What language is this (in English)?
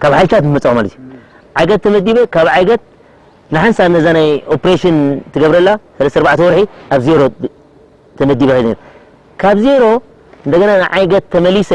Tigrinya